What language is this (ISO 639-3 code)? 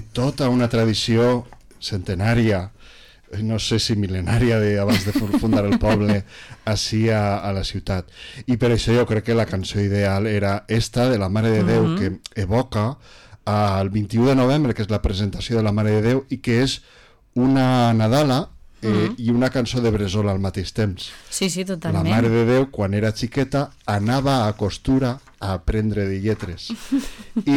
cat